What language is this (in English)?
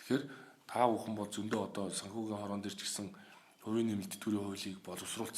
Mongolian